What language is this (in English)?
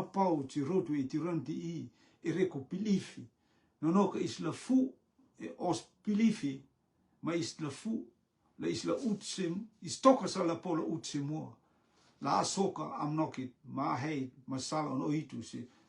Rotuman